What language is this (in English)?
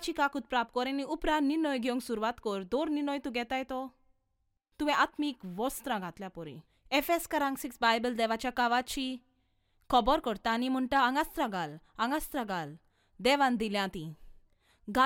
Konkani